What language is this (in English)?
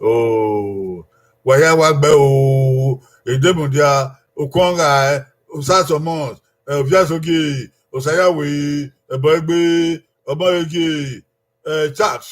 Bini